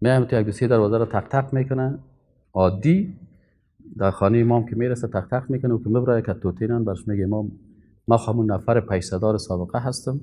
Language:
Persian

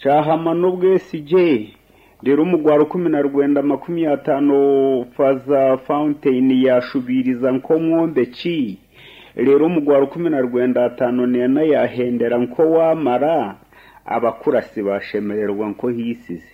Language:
Nyankole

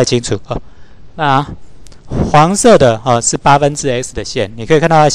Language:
Chinese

